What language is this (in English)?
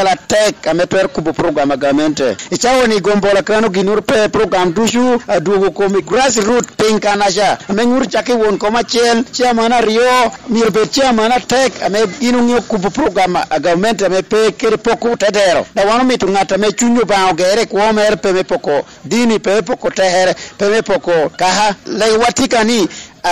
Lango (Uganda)